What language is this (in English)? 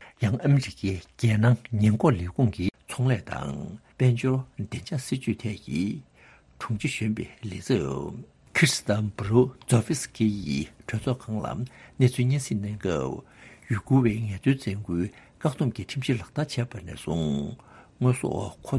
Tibetan